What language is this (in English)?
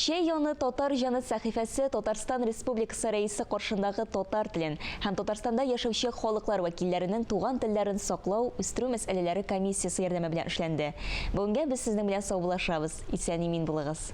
Tatar